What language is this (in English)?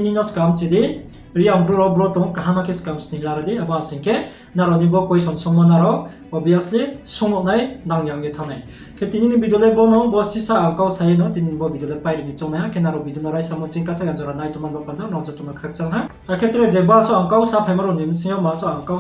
Riang (India)